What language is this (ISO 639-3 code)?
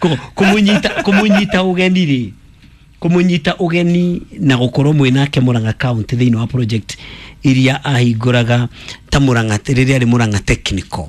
kik